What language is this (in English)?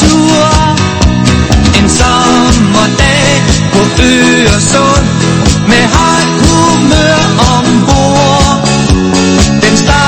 Danish